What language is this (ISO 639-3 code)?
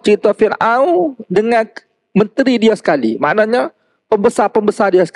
msa